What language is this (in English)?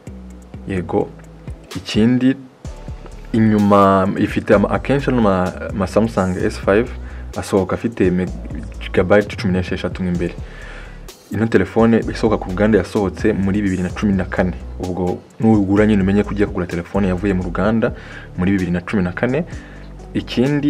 Kinyarwanda